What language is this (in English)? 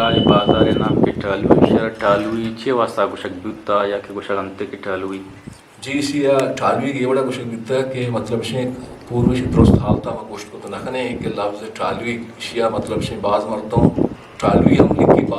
Eastern Balochi